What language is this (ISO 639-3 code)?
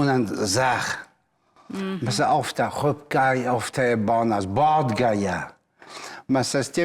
oss